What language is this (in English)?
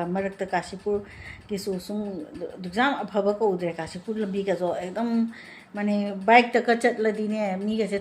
Manipuri